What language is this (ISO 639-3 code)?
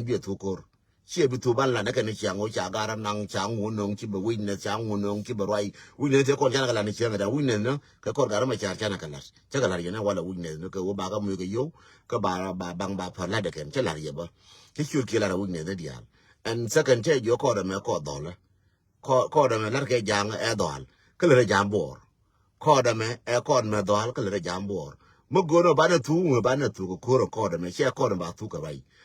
nus